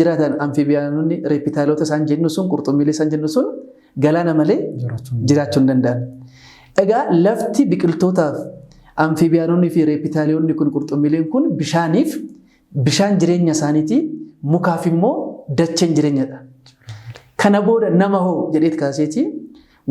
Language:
Oromo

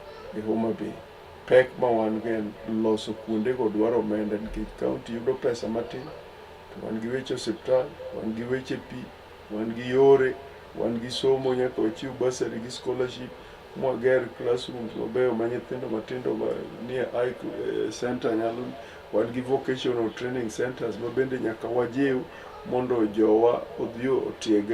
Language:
Luo (Kenya and Tanzania)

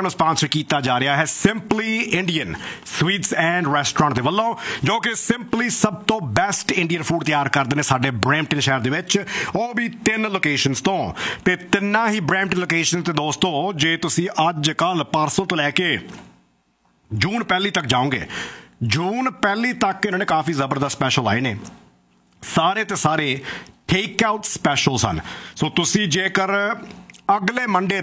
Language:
Punjabi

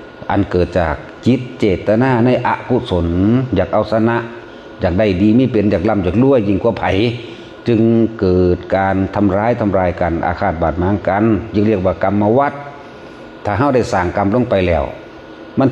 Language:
Northeastern Thai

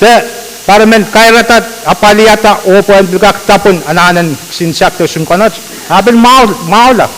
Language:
Pohnpeian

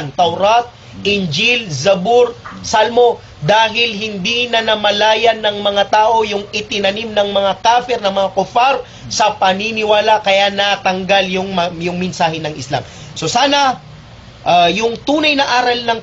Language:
Maranao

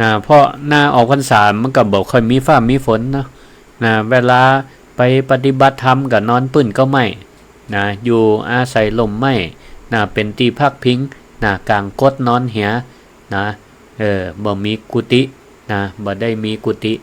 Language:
Northern Thai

